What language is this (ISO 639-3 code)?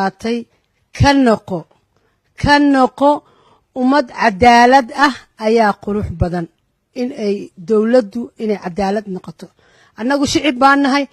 som